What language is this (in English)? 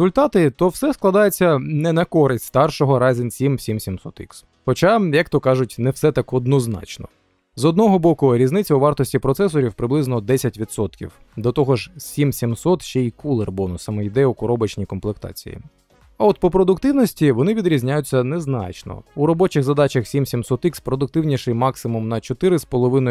Ukrainian